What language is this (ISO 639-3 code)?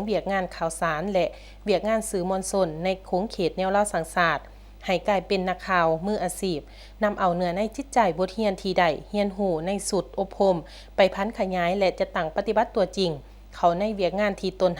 lao